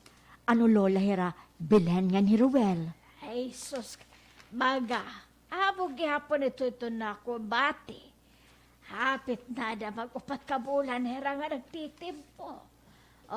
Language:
Waray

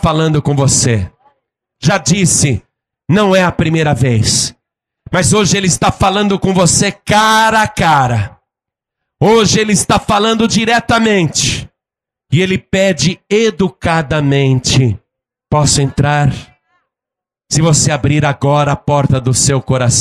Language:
Portuguese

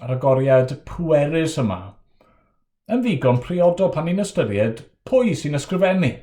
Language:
Welsh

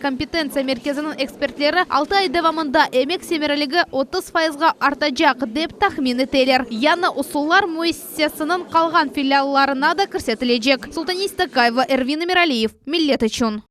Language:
Crimean Tatar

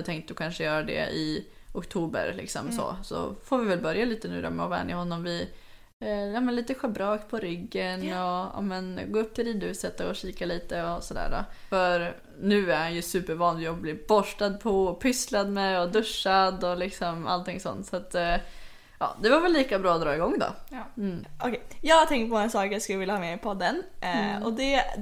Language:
Swedish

